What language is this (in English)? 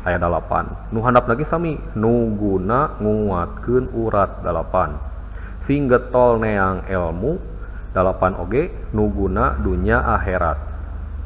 Sundanese